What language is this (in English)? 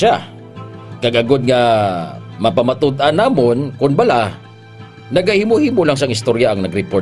Hiligaynon